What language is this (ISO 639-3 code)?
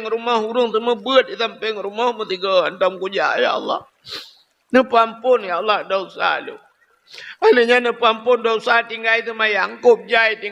ace